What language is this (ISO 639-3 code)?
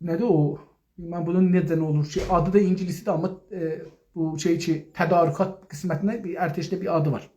azb